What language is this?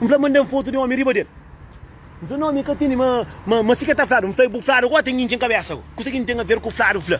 Kabuverdianu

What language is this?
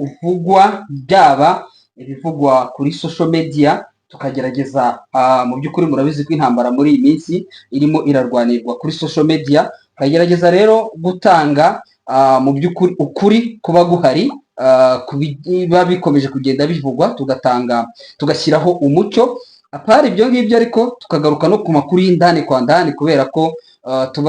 Kinyarwanda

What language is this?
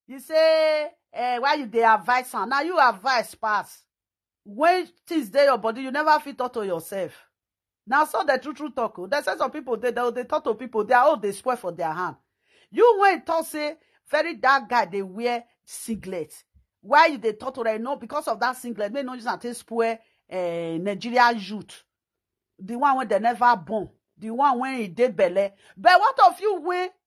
Nigerian Pidgin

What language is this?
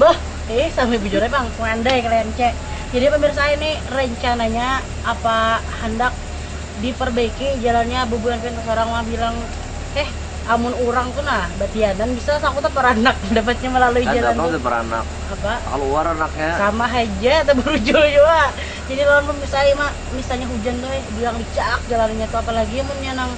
Banjar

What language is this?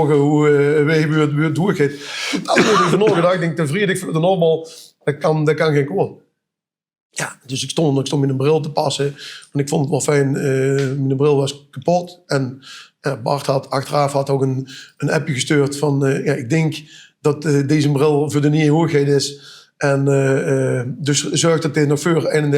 Limburgish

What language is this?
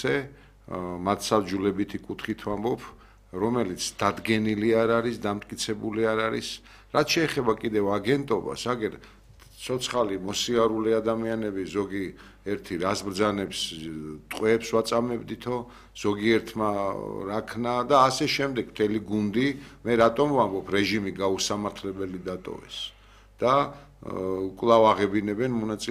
Georgian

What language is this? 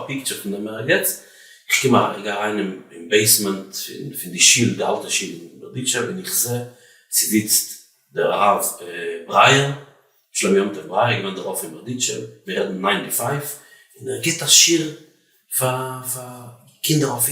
Yiddish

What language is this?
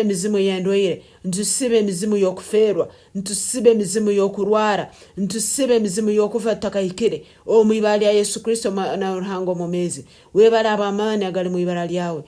Nyankole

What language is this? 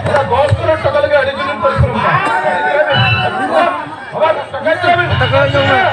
Santali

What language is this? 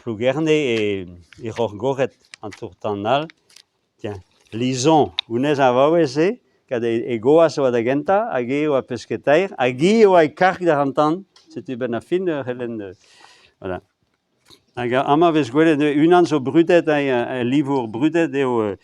Breton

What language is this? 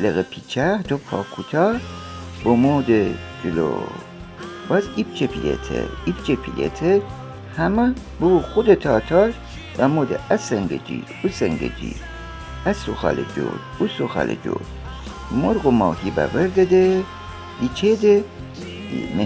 Gilaki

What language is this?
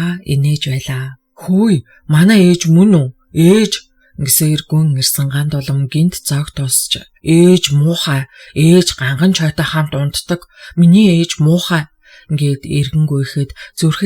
Mongolian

